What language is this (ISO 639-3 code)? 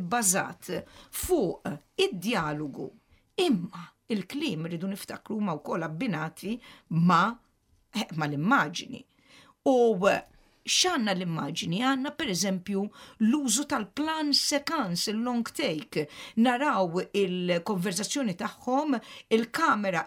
mlt